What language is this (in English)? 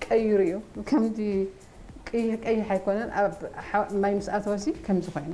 Tigrinya